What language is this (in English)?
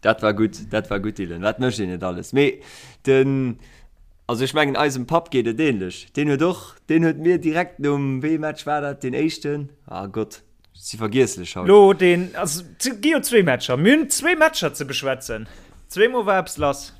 Luxembourgish